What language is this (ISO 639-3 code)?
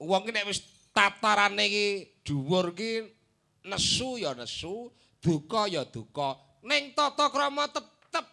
jav